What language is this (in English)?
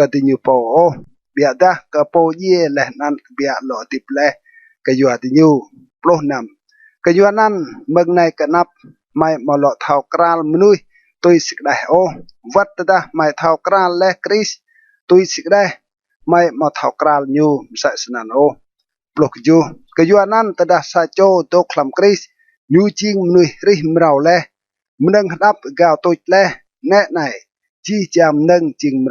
Rade